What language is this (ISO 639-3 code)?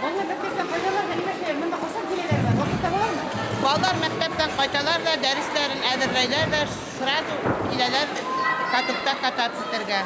bak